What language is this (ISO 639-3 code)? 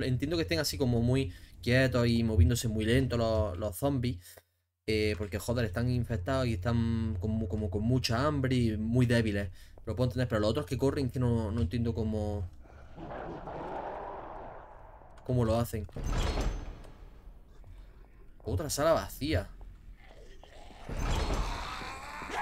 spa